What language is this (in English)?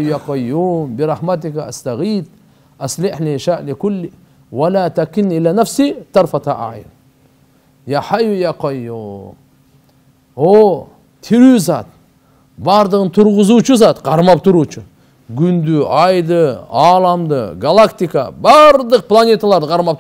Kyrgyz